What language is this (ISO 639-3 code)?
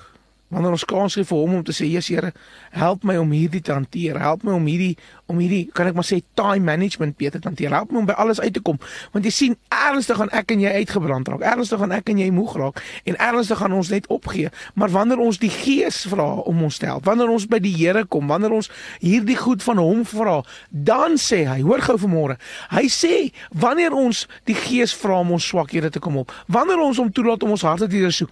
afr